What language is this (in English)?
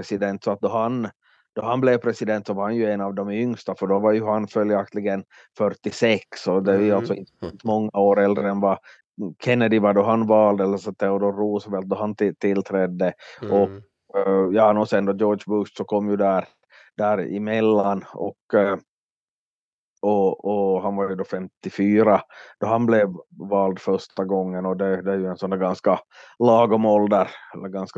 Swedish